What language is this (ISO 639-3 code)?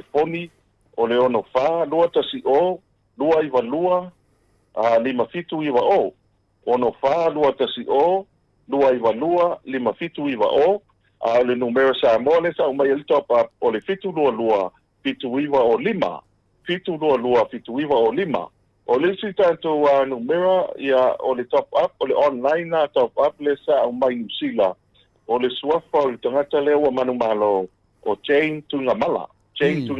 smo